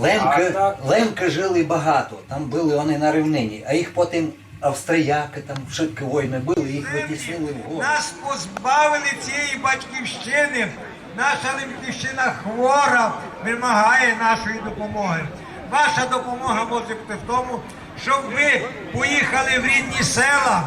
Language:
Rusyn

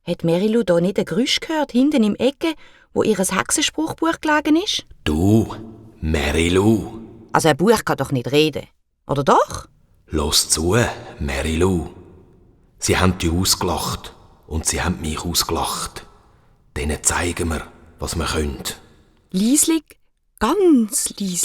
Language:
Swiss German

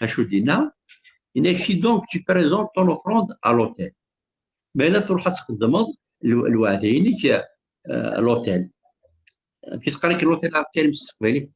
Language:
Kabyle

